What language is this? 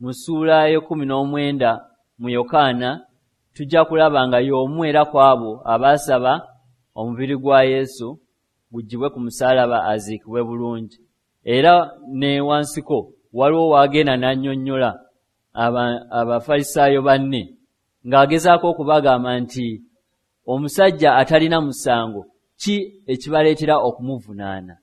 Ganda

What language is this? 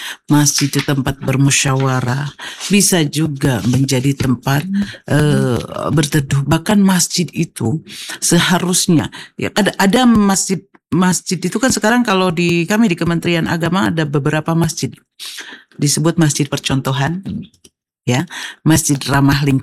Indonesian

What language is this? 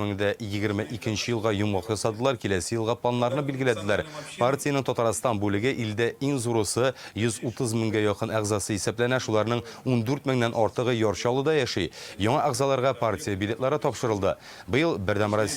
Tatar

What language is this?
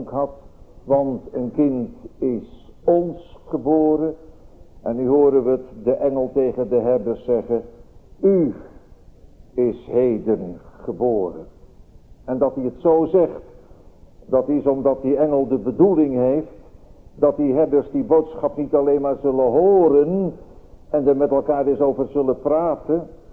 Dutch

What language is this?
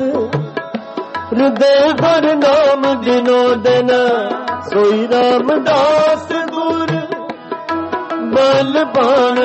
Punjabi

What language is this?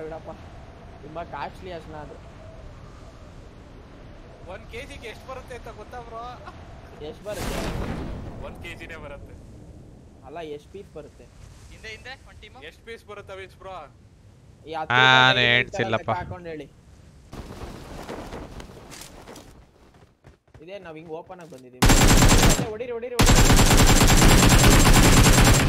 Kannada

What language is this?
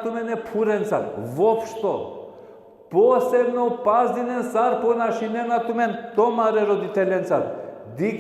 Balkan Romani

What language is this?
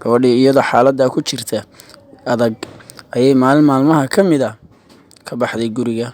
Somali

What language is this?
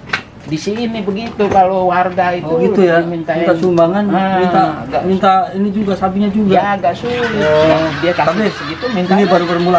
Betawi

